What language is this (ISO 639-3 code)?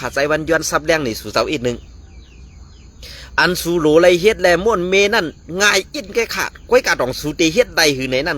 shn